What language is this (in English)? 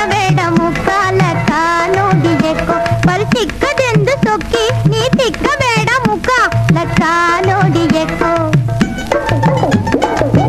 Kannada